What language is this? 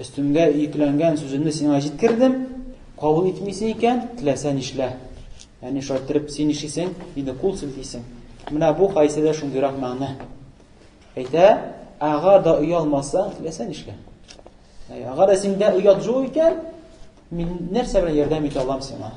Tatar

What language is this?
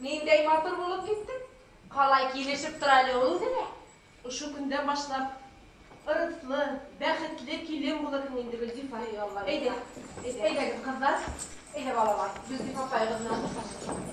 Bashkir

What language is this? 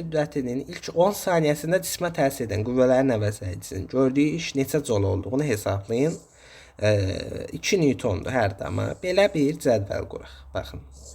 Azerbaijani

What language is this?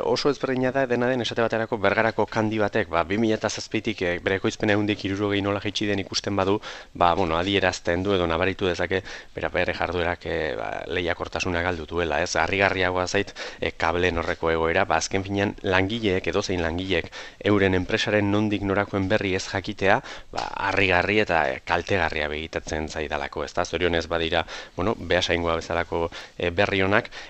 Basque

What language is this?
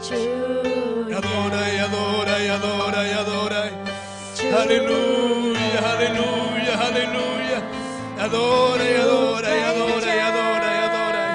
Ayacucho Quechua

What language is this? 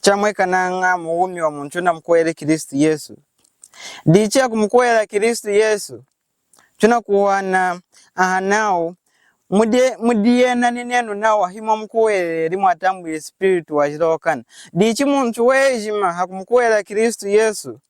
Lunda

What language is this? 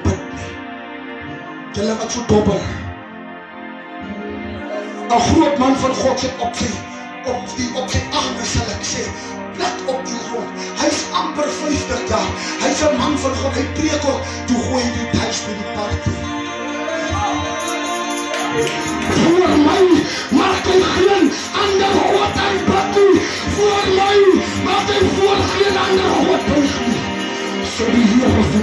Afrikaans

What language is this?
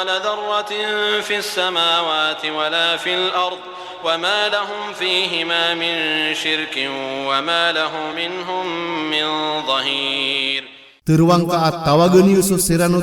Maranao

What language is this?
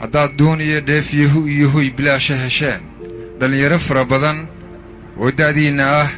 Somali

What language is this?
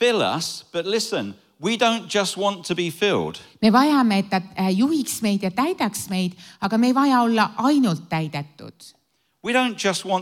Estonian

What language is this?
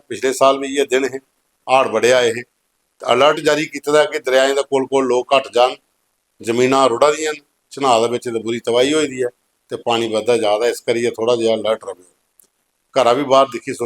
Dogri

